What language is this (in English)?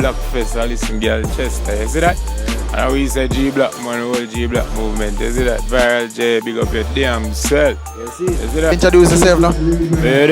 Jamaican Creole English